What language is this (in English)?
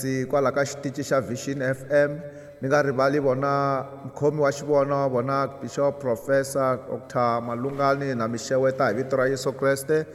Tsonga